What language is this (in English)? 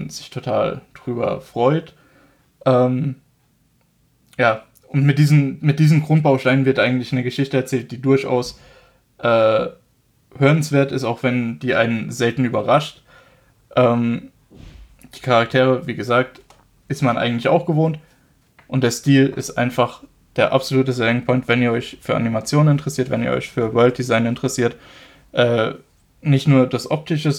German